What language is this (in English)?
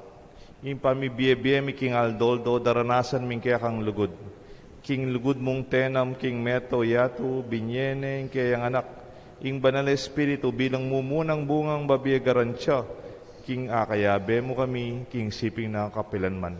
Pampanga